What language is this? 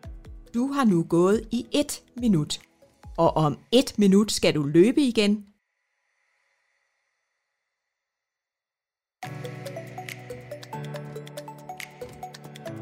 Danish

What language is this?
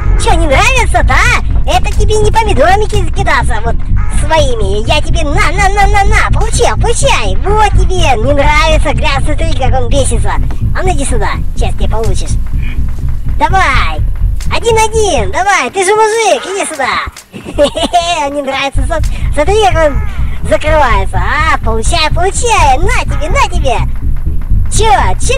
Russian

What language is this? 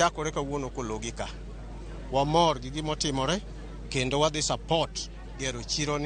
Luo (Kenya and Tanzania)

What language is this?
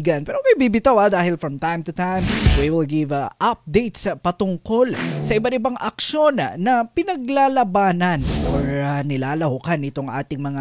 Filipino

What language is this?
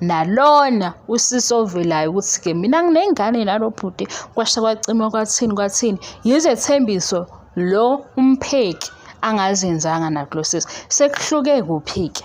Zulu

